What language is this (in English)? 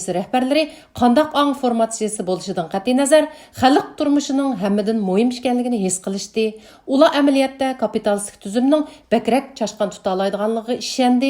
Uyghur